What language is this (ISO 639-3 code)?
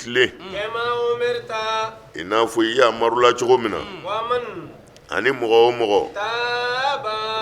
bam